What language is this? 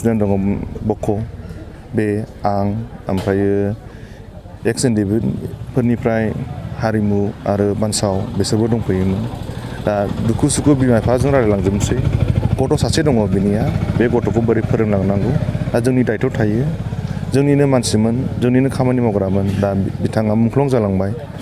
Bodo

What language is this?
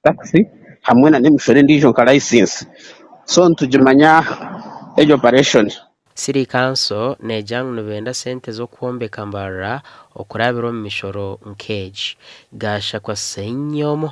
Nyankole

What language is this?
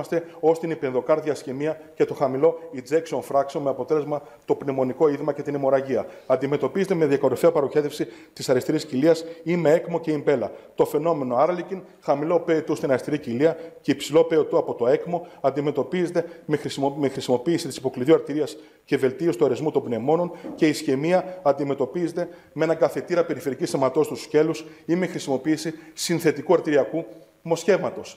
Greek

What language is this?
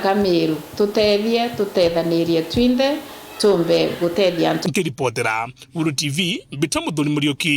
Meru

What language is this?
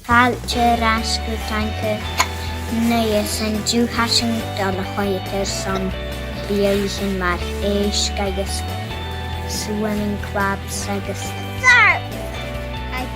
Scottish Gaelic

